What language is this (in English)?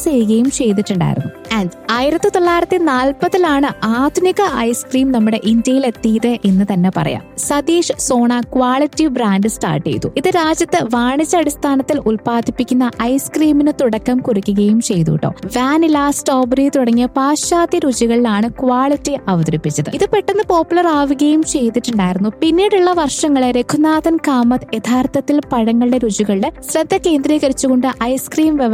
Malayalam